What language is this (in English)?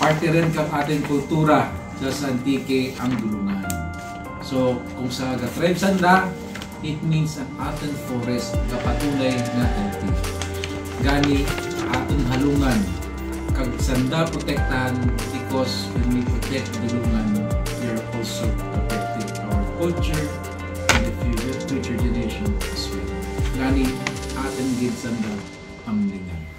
Kinaray-a